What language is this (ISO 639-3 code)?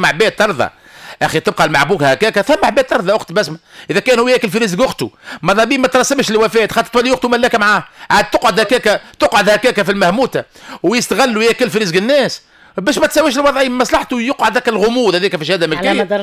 aeb